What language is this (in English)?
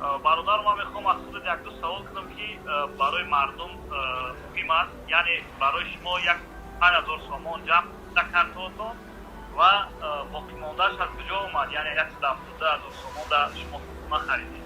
Tajik